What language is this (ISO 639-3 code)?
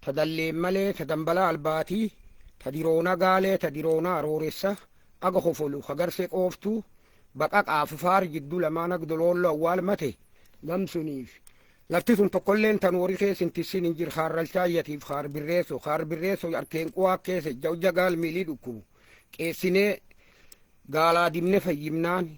orm